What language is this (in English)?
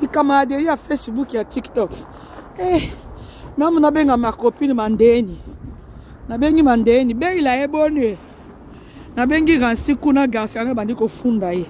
Lingala